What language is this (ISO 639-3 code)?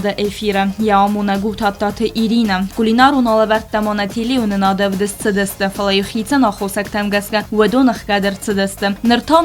oss